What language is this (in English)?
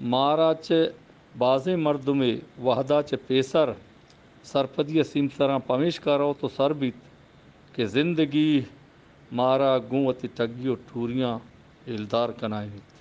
Eastern Balochi